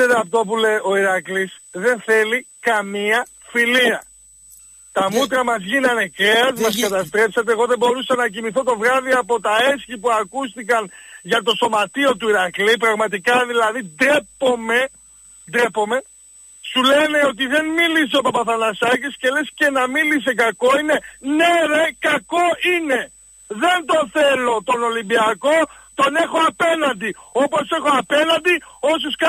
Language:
Greek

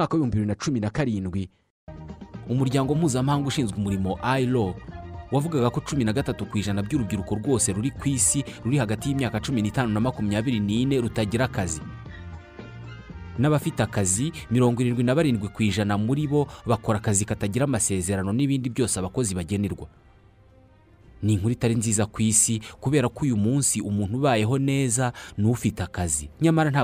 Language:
Kinyarwanda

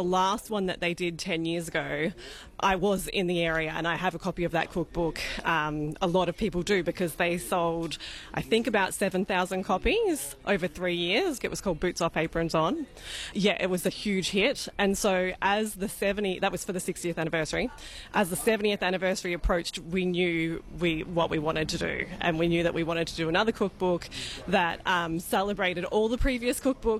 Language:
English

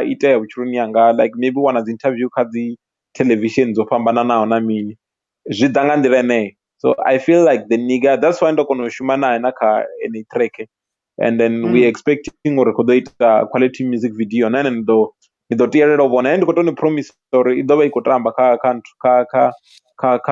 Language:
Venda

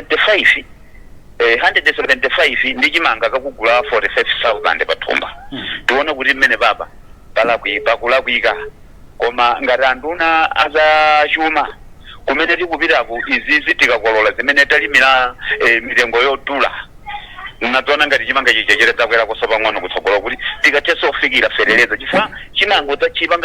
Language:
Nyanja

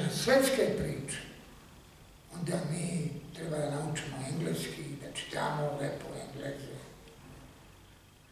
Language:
Serbian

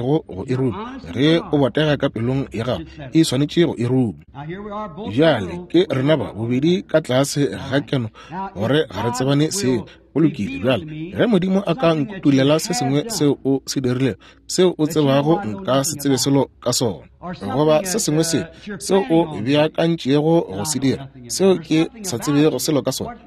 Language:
Northern Sotho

